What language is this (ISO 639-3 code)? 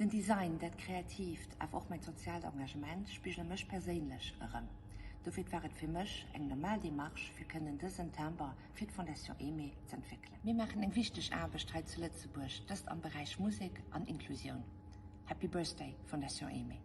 ltz